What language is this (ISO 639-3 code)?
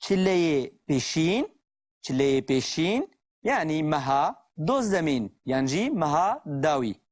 kur